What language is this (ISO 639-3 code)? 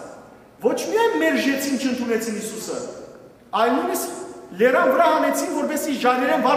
hyw